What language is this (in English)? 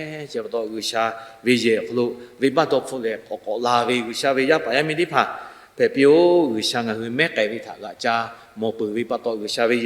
Lahu